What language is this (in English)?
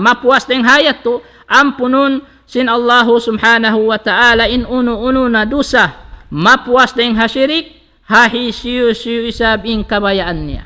Tausug